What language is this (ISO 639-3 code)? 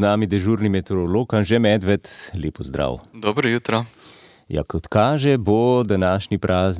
slv